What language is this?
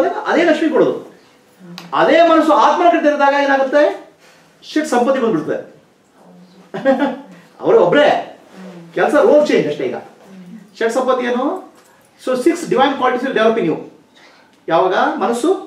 Kannada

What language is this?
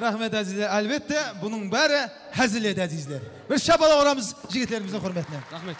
Kara-Kalpak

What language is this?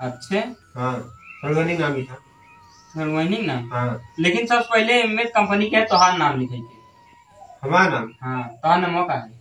Awadhi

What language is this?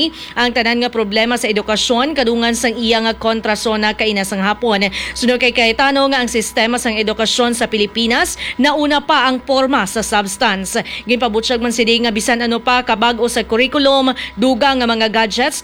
Hiligaynon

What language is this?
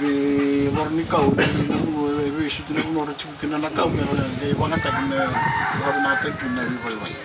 Fijian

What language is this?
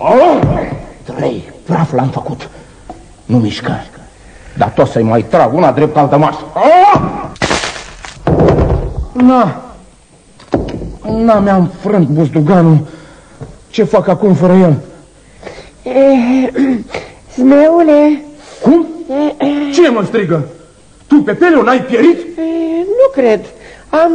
Romanian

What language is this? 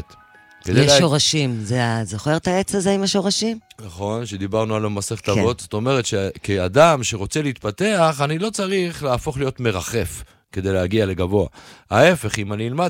Hebrew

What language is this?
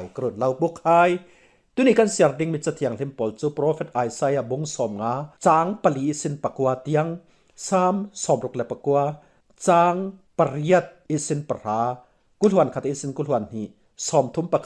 Falam Chin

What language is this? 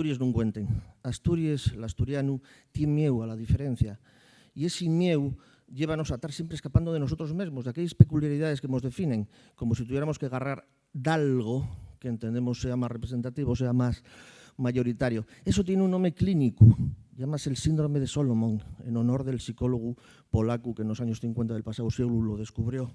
Asturian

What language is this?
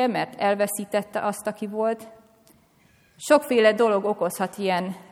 Hungarian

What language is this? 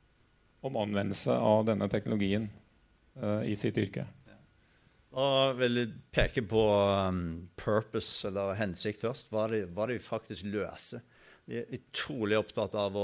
Norwegian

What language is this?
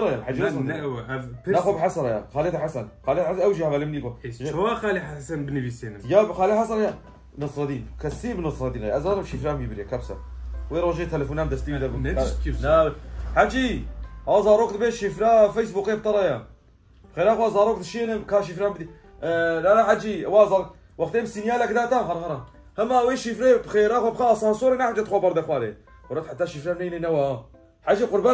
Kurdish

